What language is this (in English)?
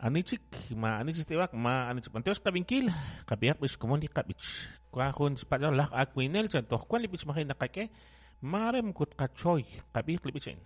Kekchí